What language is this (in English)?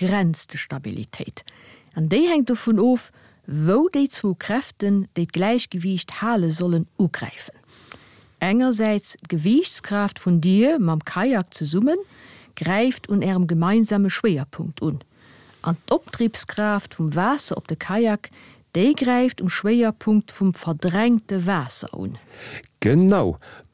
Luxembourgish